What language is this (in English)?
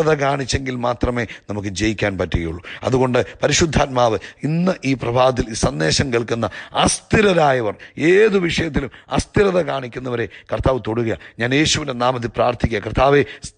Malayalam